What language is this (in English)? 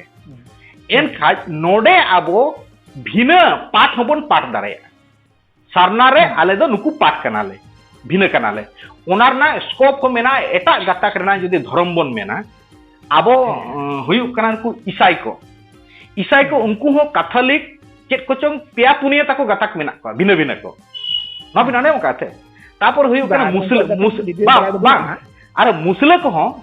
Santali